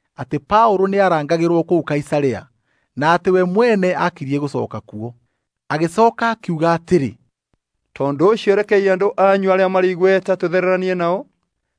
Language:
Kikuyu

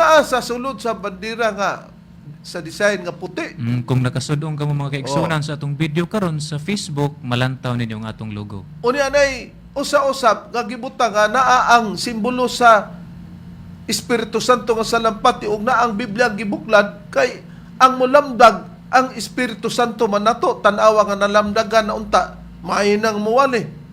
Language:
Cebuano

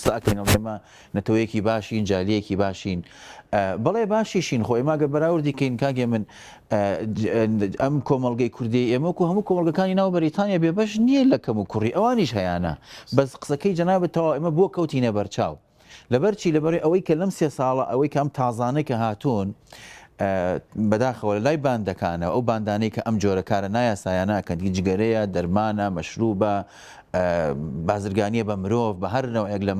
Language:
Central Kurdish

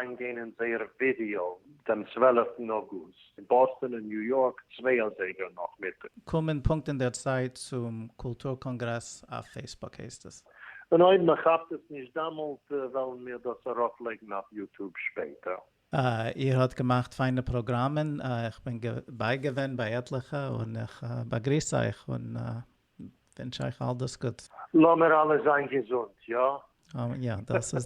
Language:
Yiddish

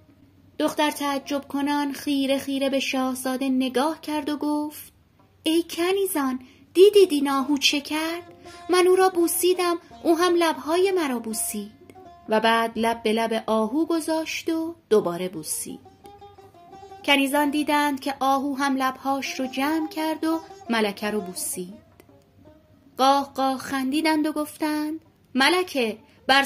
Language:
Persian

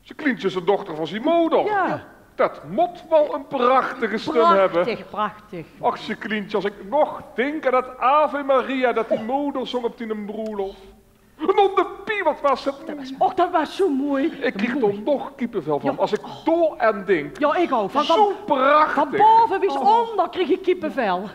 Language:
Limburgish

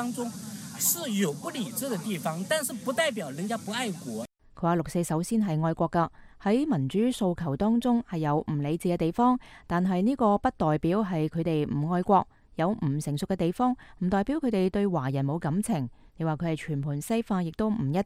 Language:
Cantonese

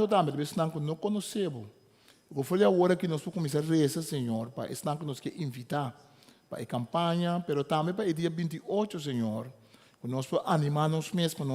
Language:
Papiamento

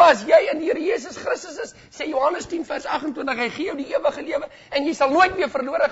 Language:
Afrikaans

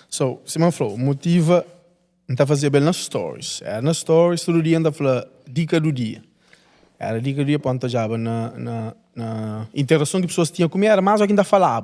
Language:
Kabuverdianu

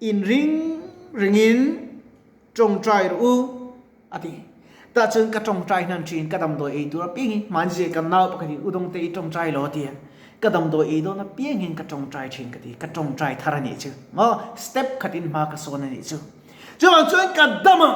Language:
Mizo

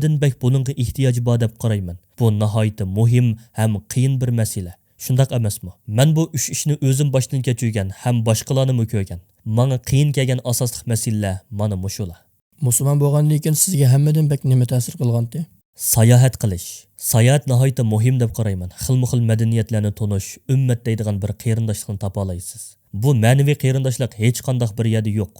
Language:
Uyghur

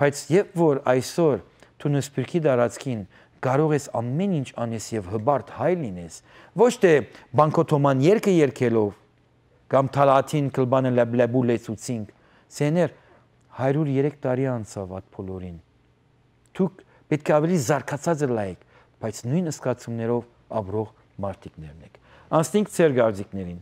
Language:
Western Armenian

